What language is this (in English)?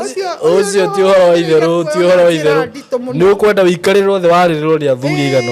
Kikuyu